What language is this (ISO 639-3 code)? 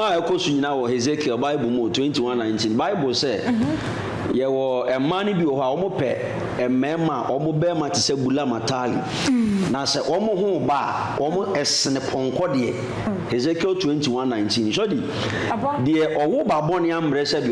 aka